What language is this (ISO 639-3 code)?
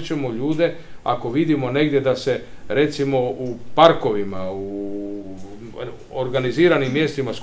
hrv